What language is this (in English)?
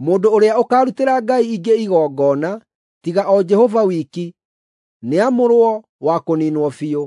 Kikuyu